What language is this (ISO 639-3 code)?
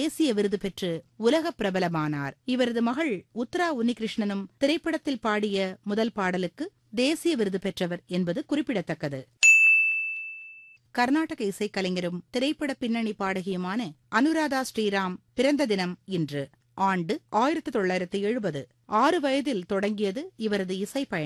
tam